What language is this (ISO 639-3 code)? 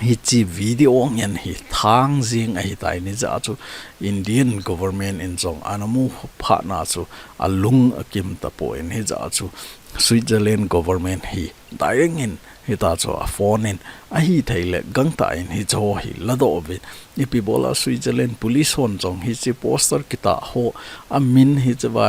tcz